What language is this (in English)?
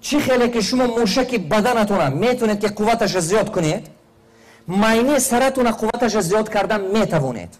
Tajik